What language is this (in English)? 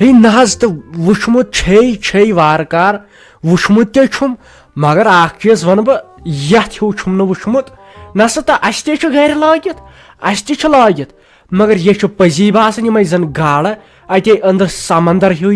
Kashmiri